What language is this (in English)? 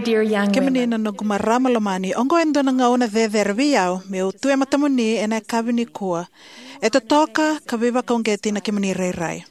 Fijian